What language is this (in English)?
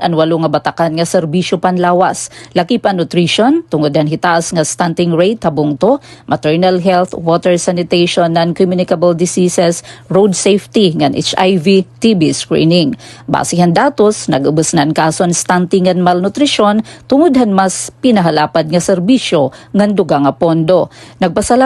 Waray